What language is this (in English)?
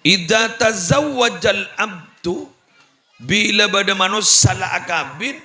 Madurese